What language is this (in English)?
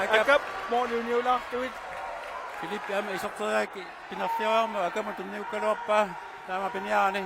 Kalaallisut